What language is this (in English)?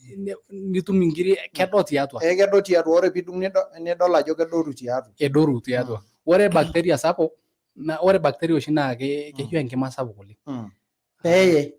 Masai